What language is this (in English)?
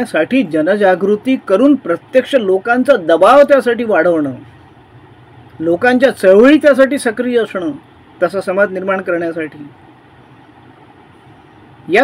Marathi